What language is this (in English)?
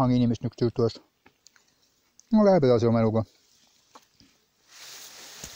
Estonian